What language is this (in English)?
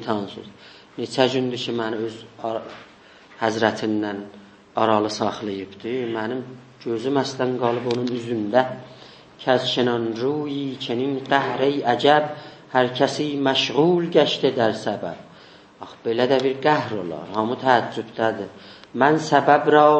South Azerbaijani